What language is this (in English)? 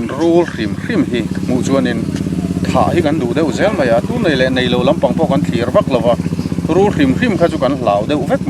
Mizo